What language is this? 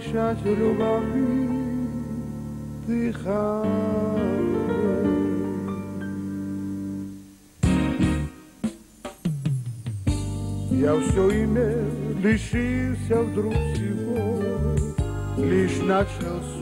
Russian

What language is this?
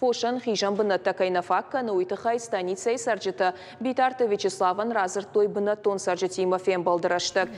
Ossetic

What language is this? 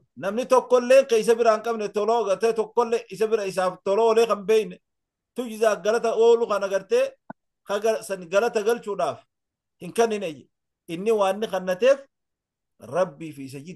Oromo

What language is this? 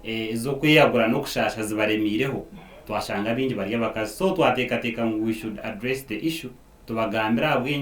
Nyankole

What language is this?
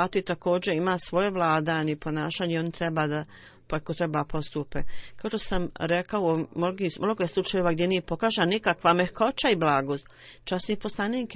Bosnian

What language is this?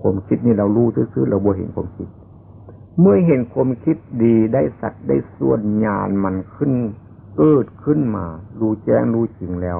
Lao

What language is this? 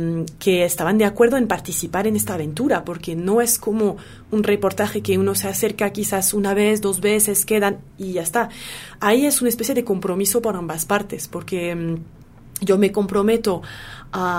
Spanish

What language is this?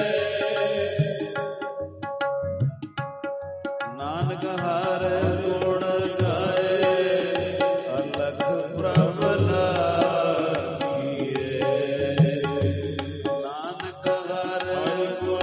Punjabi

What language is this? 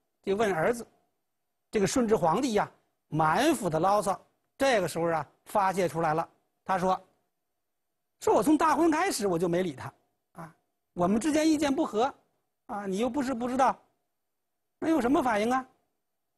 Chinese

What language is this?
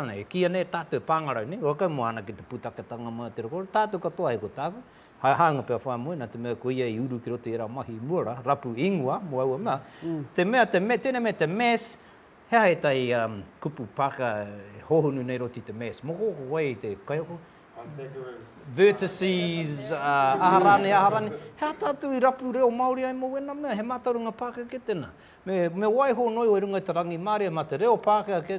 Māori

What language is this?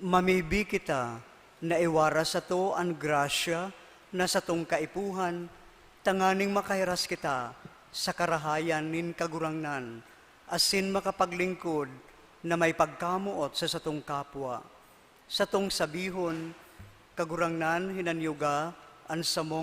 Bikol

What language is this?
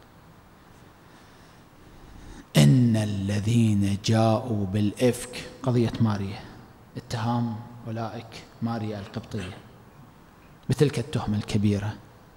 Arabic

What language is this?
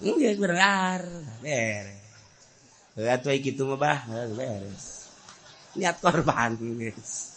Sundanese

